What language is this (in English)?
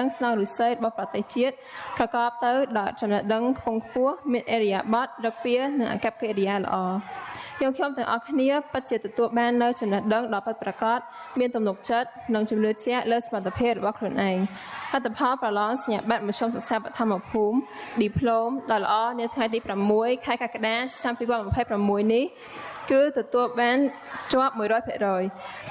Khmer